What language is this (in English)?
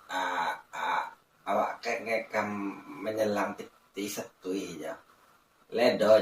Minangkabau